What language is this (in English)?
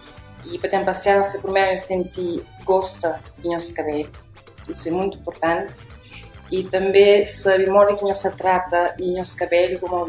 Kabuverdianu